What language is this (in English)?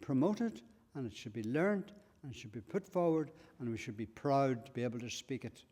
Irish